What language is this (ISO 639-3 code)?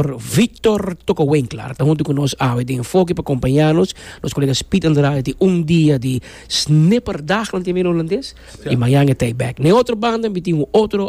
pap